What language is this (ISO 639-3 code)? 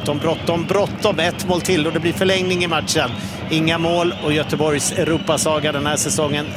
swe